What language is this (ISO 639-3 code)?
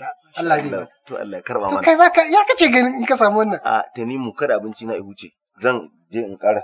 hau